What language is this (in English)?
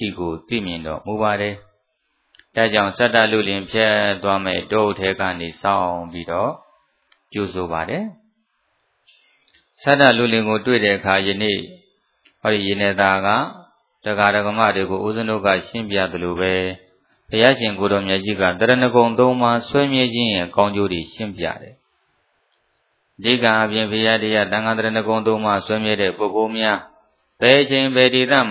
Burmese